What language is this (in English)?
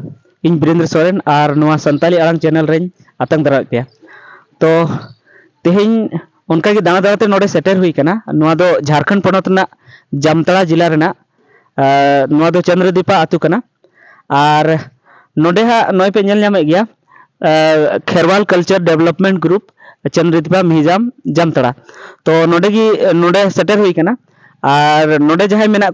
Santali